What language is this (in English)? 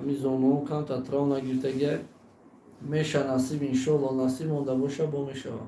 Tajik